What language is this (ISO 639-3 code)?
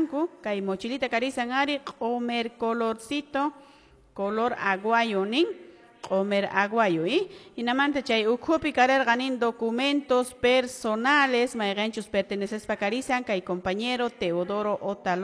que